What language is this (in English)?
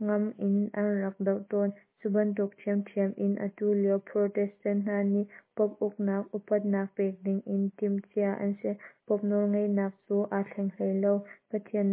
Hakha Chin